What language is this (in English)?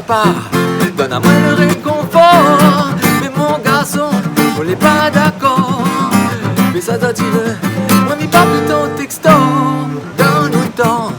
Réunion Creole French